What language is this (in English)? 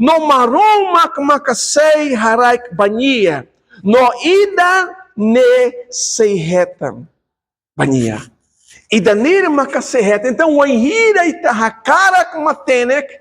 Tetum